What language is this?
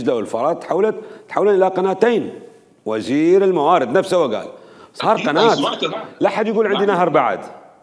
Mesopotamian Arabic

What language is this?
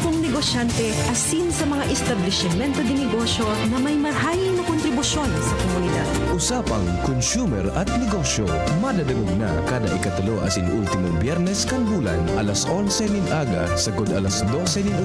Bikol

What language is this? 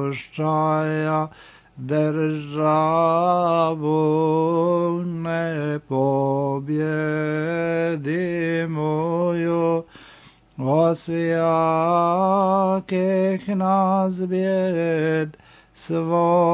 Serbian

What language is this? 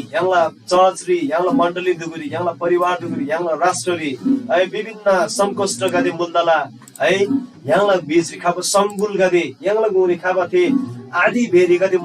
Eastern Tamang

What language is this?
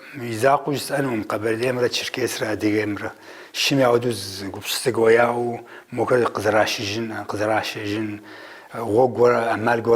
Kabardian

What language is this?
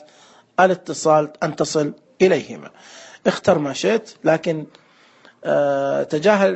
Najdi Arabic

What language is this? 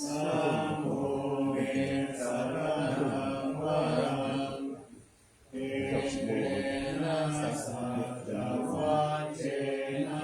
Pali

